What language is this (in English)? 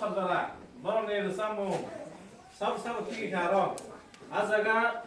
Kok Borok